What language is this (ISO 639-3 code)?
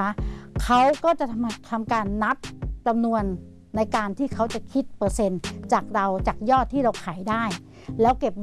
tha